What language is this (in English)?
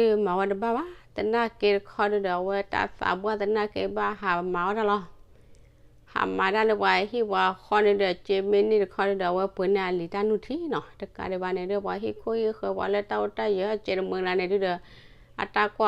S'gaw Karen